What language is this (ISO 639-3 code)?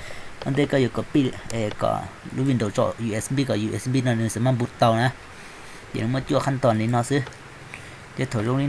hmn